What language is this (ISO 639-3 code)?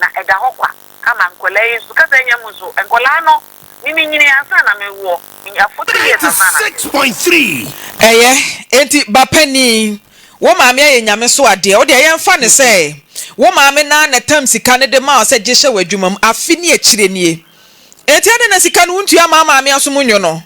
aka